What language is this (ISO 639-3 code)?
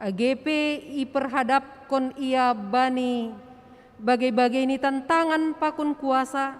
bts